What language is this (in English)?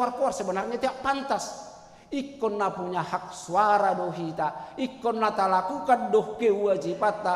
Batak Toba